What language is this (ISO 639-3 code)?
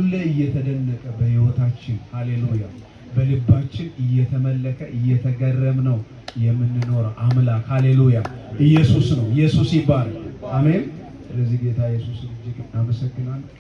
amh